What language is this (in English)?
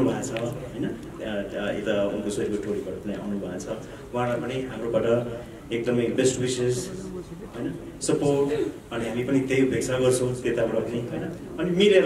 Nepali